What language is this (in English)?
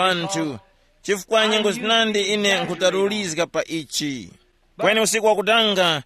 Tumbuka